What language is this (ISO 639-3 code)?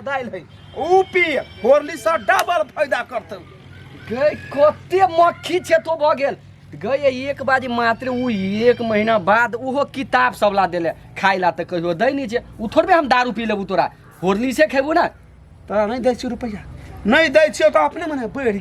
mai